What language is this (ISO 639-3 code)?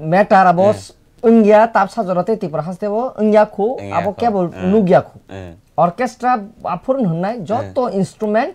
trp